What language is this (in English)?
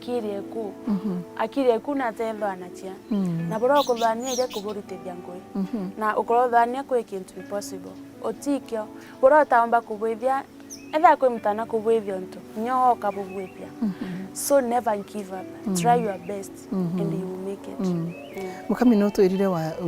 Meru